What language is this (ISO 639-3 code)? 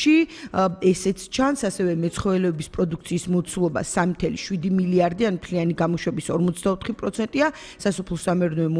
kat